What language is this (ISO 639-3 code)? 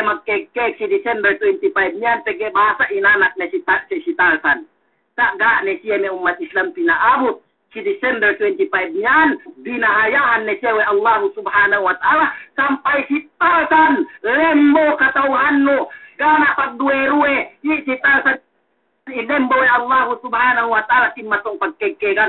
yka